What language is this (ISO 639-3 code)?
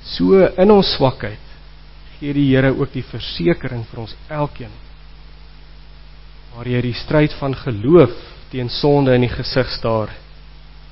afr